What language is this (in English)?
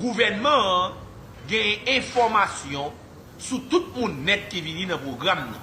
Haitian Creole